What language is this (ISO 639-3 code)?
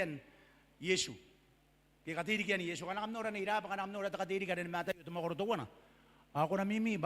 gil